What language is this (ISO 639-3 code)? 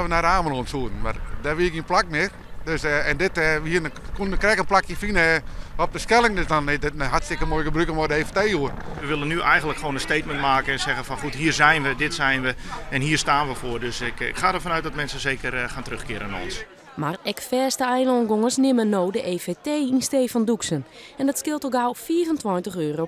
fry